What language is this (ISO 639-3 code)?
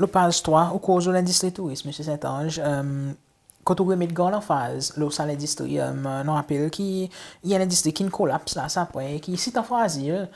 crs